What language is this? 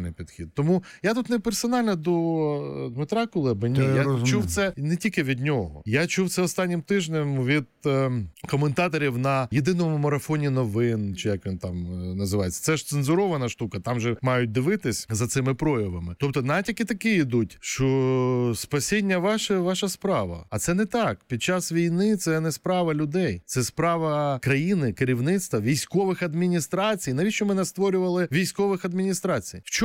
Ukrainian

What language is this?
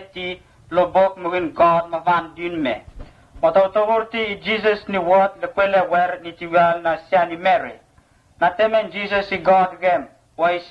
Vurës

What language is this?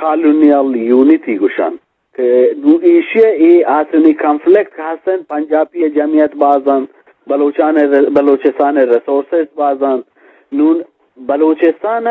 Eastern Balochi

